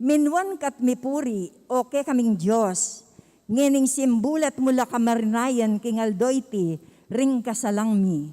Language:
Pampanga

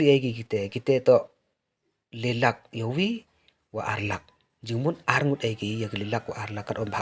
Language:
Pnar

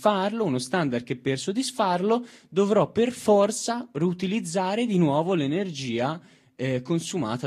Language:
Italian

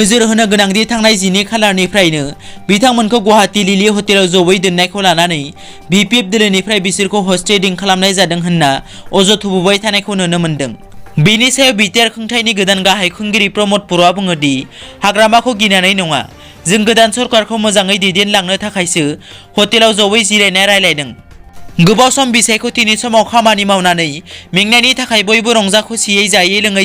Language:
Bodo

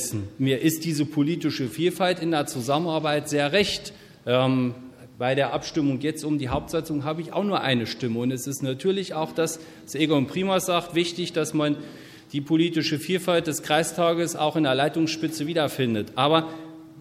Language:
German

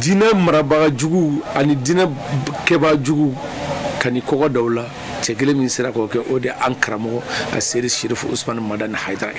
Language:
Bambara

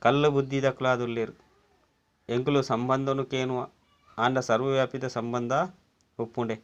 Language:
Tulu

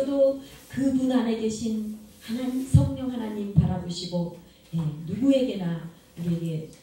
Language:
Korean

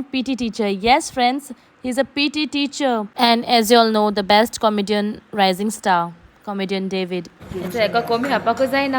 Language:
Konkani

